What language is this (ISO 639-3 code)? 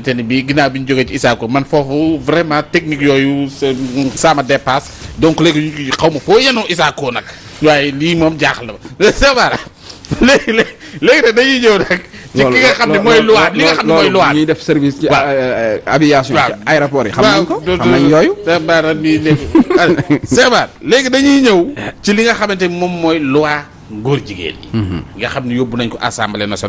wol